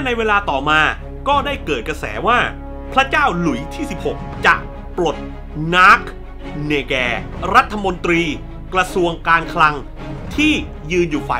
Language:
Thai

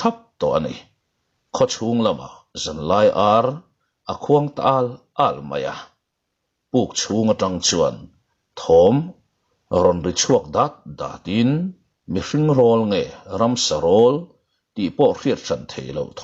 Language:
Mizo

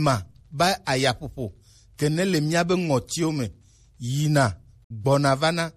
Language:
Gen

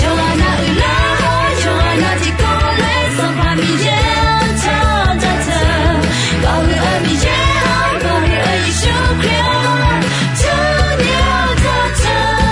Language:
Akha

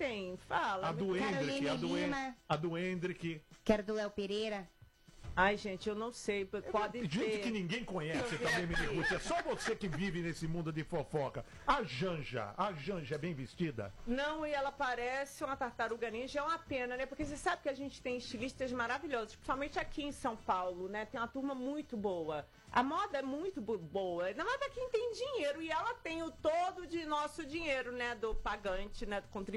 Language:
Portuguese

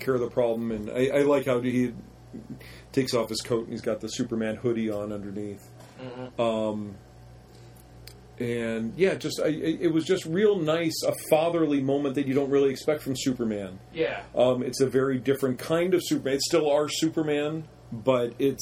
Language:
English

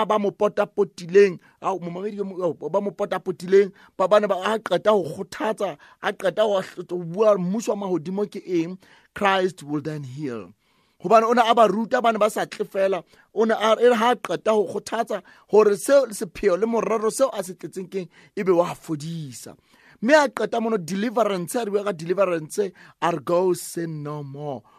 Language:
Southern Sotho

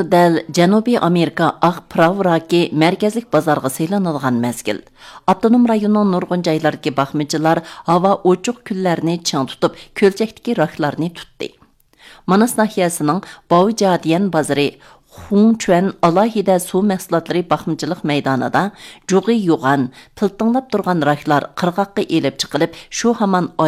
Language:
Uyghur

